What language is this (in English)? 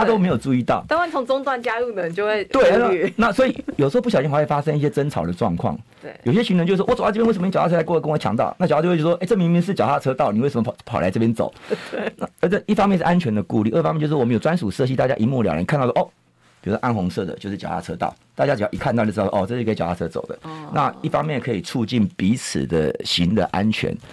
Chinese